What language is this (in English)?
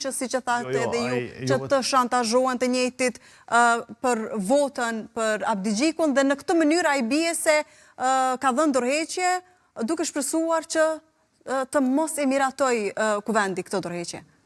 Albanian